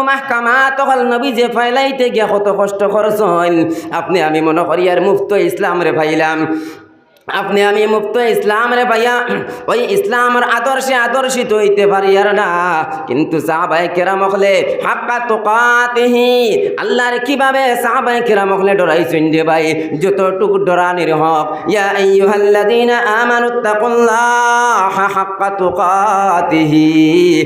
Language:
Sylheti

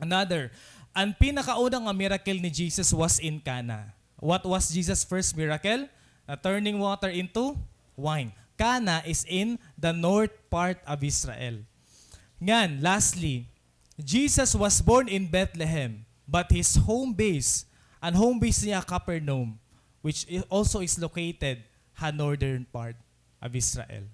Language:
Waray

